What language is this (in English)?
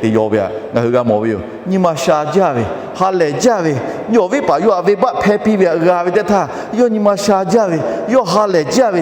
Lahu